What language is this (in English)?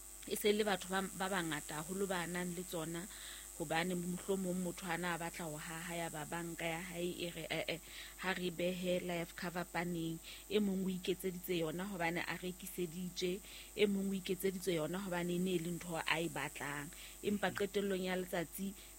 Southern Sotho